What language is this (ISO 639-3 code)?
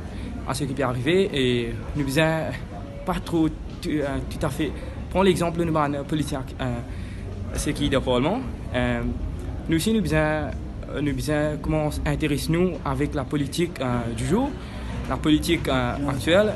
mfe